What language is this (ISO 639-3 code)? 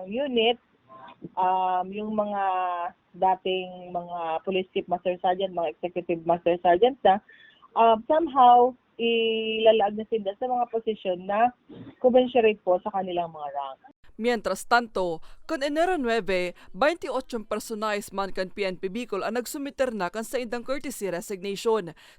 bik